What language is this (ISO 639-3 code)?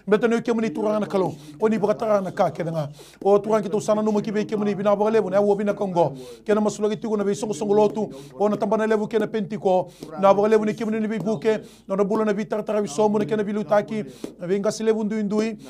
fij